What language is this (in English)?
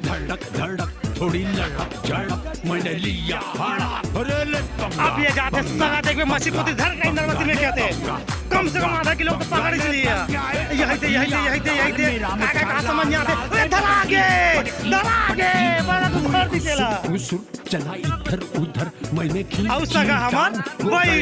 Chhattisgarhi